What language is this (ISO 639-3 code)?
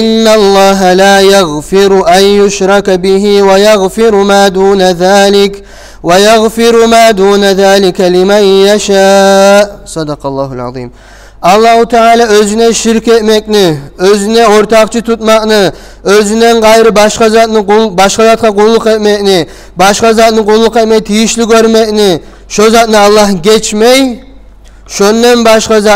kum